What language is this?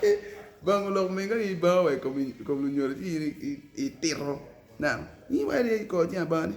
Acoli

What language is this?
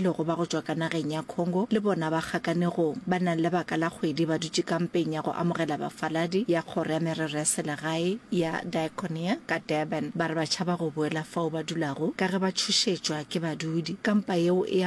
Northern Sotho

